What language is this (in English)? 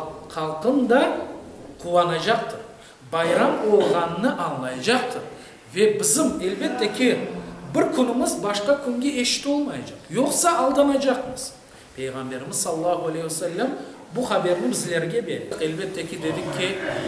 Crimean Tatar